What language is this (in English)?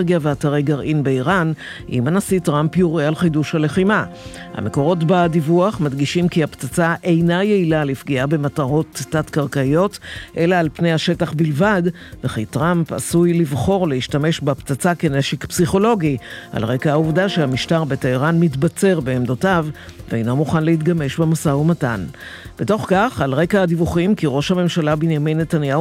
Hebrew